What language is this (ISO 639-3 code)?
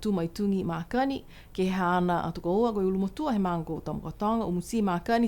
niu